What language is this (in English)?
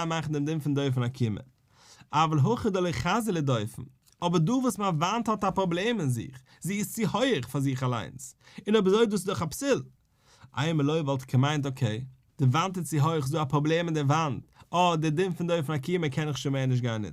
Yiddish